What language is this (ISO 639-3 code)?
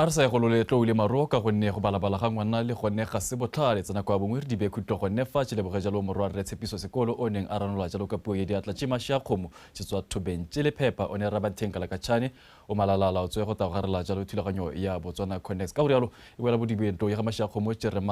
tsn